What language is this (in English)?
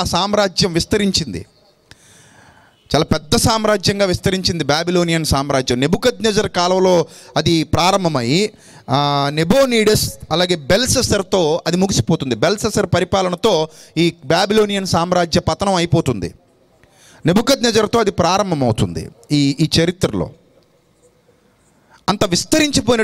Telugu